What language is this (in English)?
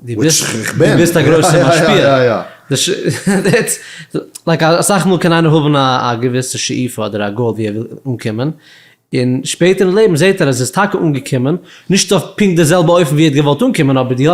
Yiddish